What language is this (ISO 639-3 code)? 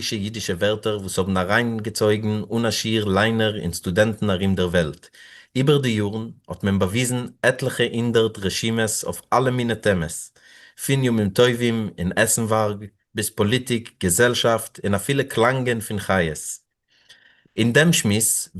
yid